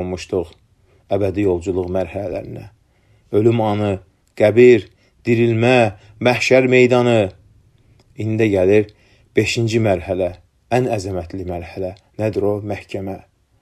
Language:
Azerbaijani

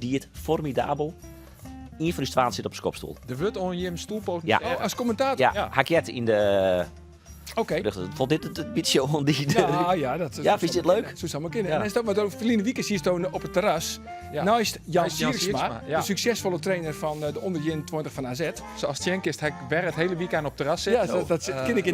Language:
Western Frisian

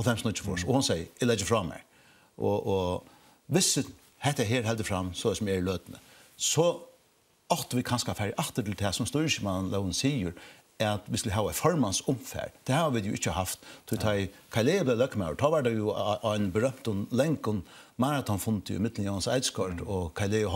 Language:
Faroese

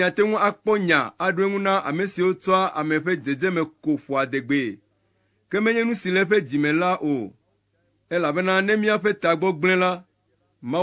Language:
Ewe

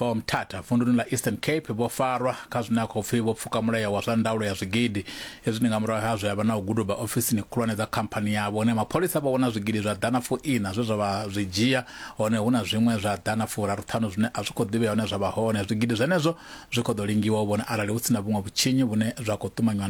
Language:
Venda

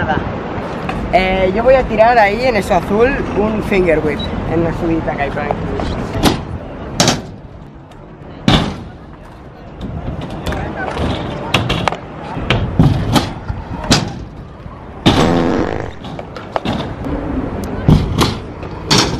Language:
Spanish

